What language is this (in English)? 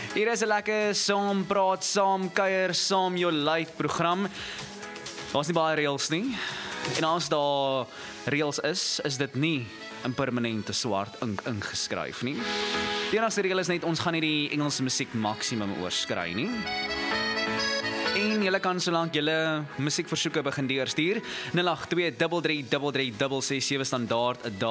Afrikaans